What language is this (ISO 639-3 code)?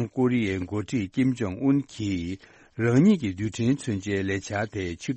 bod